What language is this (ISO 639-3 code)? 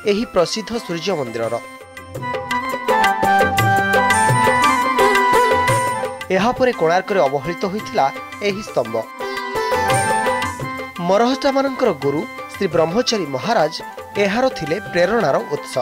ori